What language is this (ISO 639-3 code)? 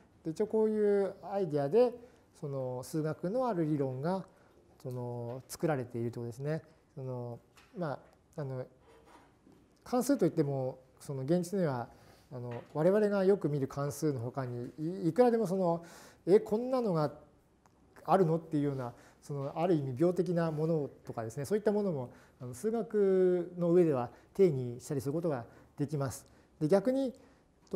jpn